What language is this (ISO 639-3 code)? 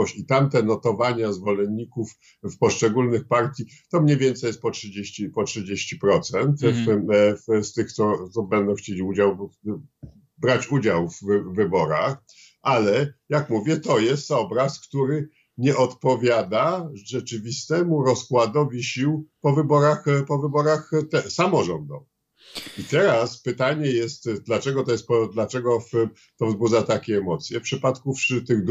pol